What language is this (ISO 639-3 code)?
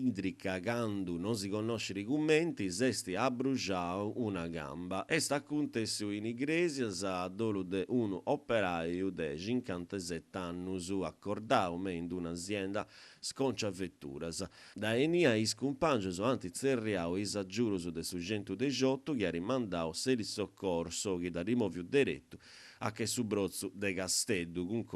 srd